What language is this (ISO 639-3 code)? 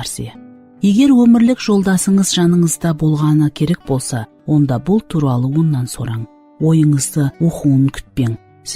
kaa